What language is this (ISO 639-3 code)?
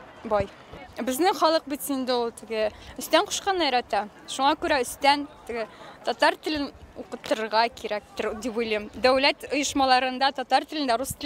tat